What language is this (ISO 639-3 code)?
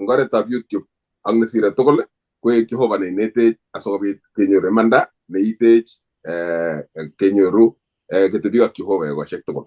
kln